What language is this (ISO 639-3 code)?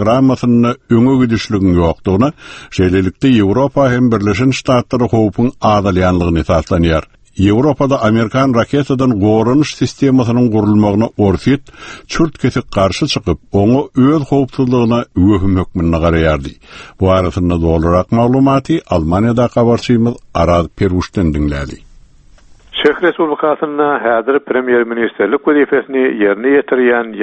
tuk